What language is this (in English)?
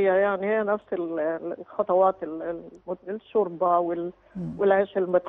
Egyptian Arabic